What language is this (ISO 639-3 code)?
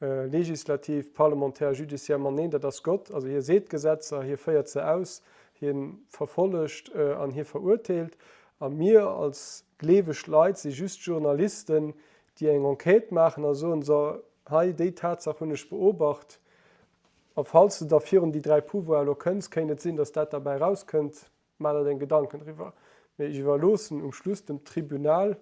ltz